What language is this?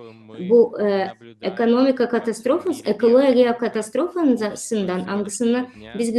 Gagauz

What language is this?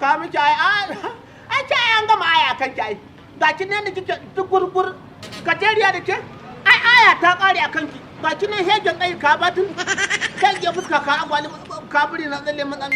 Hausa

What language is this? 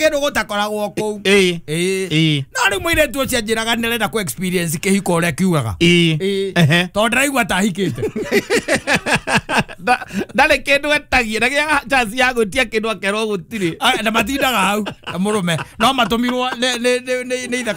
Kikuyu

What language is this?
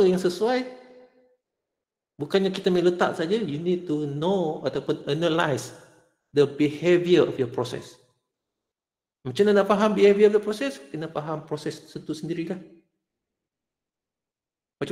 Malay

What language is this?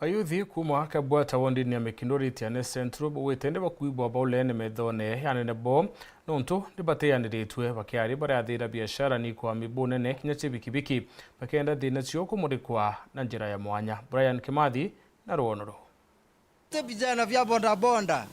Meru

